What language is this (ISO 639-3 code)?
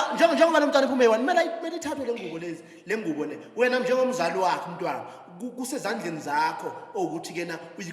zul